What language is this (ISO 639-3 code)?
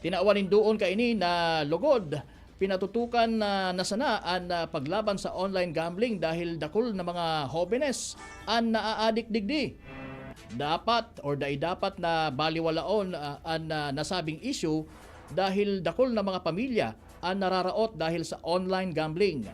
bik